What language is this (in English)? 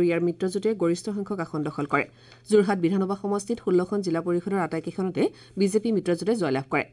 Assamese